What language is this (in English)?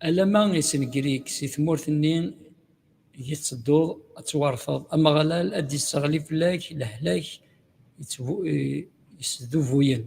Kabyle